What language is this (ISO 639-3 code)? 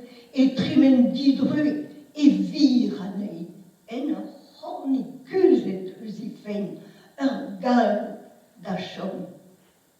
bre